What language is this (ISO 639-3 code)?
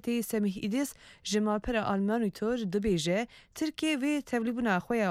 kur